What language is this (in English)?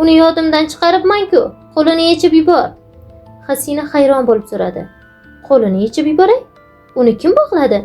Uzbek